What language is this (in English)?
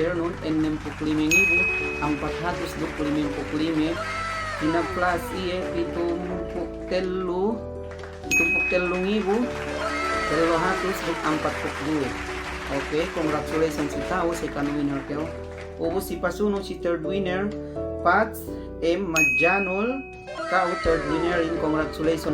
Yakan